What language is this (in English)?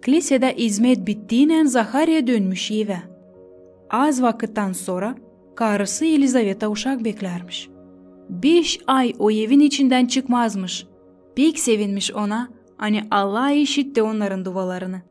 Gagauz